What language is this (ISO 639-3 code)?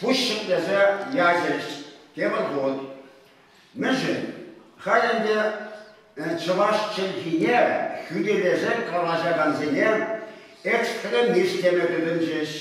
chv